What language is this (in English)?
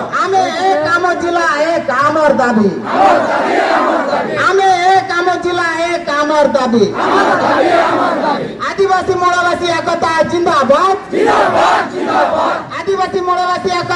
Santali